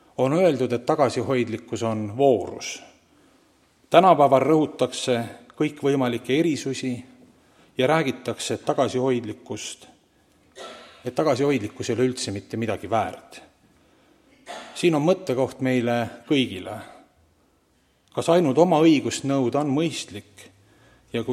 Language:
Estonian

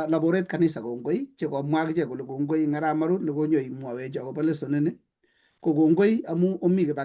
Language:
Kalenjin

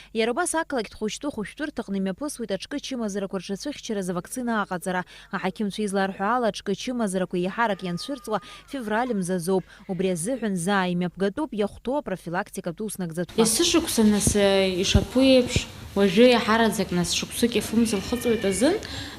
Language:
Abkhazian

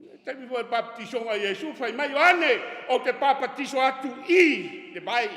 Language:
Samoan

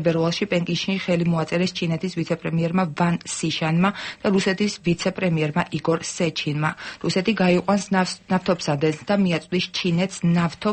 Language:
Georgian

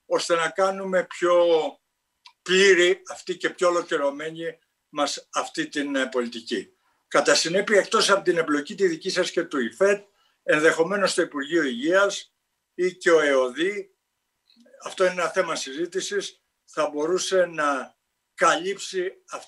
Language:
Greek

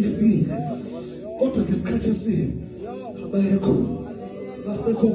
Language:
Zulu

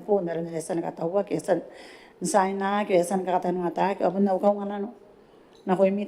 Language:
Gilbertese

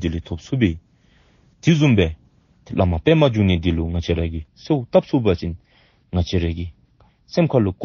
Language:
Dzongkha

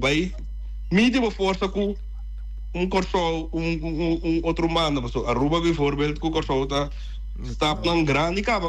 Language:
Papiamento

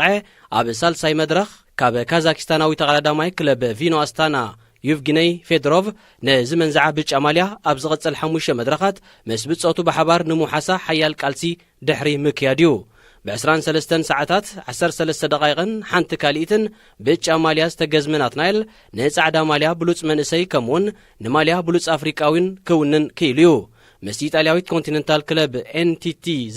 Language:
Tigrinya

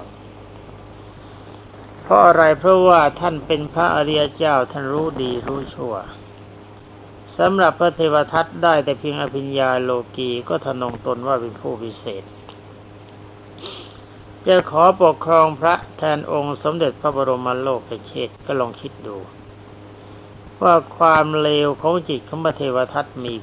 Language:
Thai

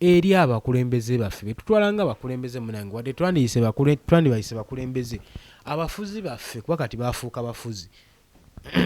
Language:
Ganda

